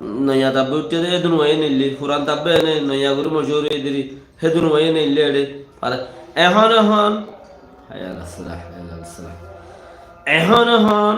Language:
Rohingya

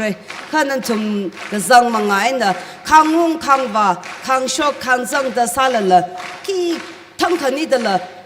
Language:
Tangkhul Naga (India)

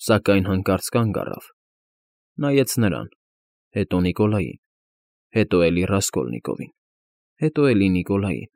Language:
Armenian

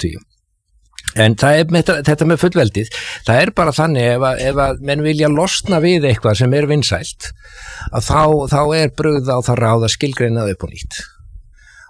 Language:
Icelandic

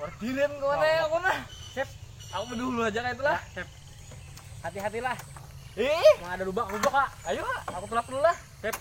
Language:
Banjar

